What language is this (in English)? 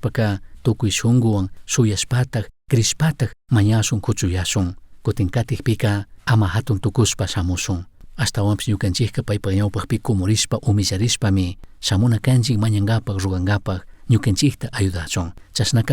Chimborazo Highland Quichua